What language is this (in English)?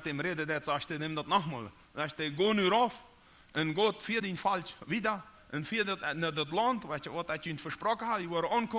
Plautdietsch